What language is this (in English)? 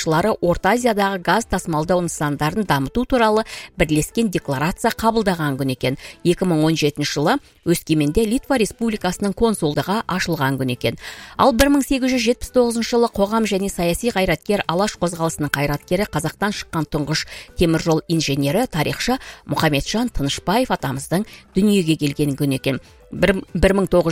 Kazakh